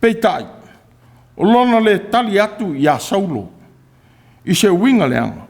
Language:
Samoan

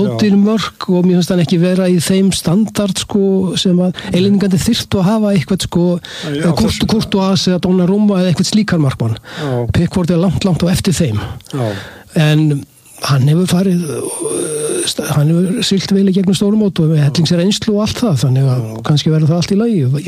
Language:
Icelandic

